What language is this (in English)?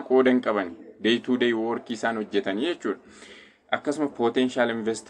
Oromo